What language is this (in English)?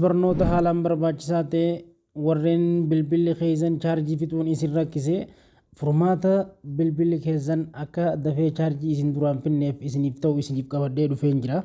Oromo